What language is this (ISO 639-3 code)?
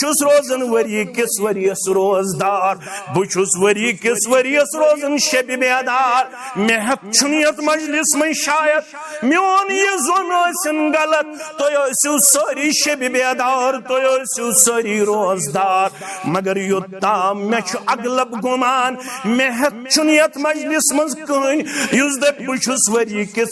kas